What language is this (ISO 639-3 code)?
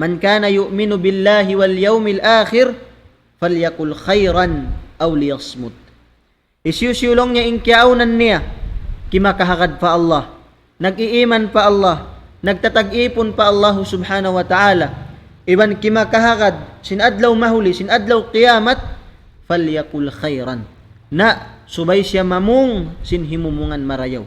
tsg